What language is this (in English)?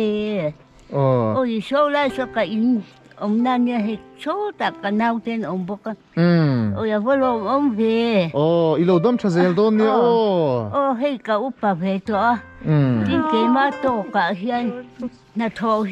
Mizo